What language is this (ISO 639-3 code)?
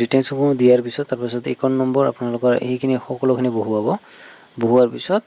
asm